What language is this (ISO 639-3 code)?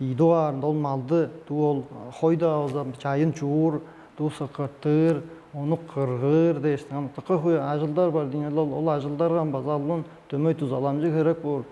tyv